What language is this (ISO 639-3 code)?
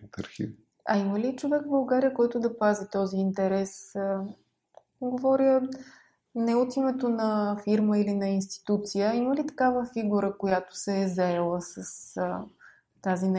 bul